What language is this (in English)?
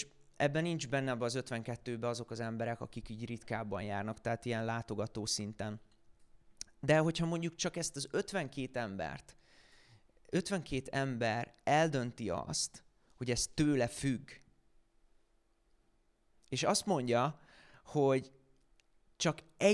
Hungarian